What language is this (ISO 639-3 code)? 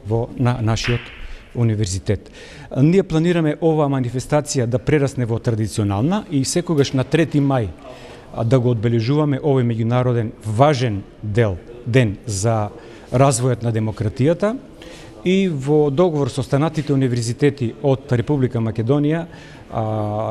mkd